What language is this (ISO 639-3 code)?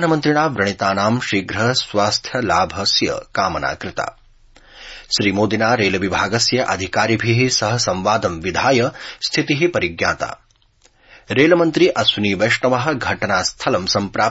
san